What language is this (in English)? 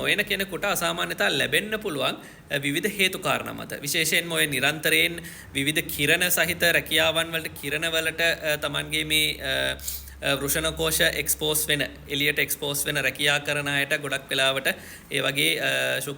Sinhala